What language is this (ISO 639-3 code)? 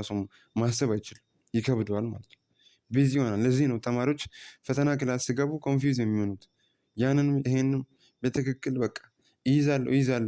amh